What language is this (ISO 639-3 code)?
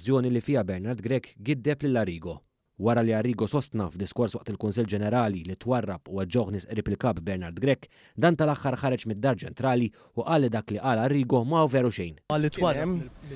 mlt